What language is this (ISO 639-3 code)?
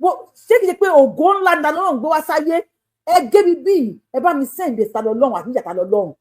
yor